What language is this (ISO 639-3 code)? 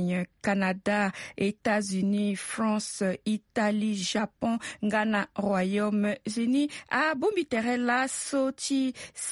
sag